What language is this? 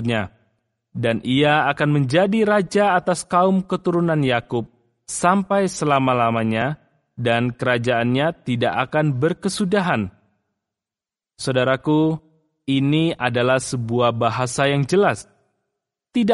Indonesian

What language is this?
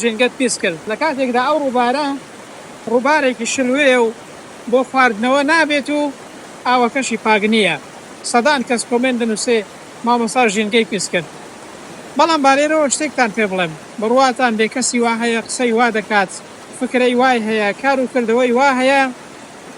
Central Kurdish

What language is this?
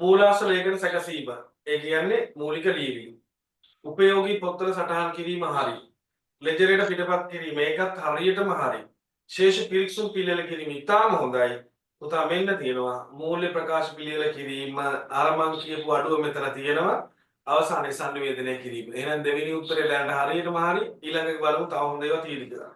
Sinhala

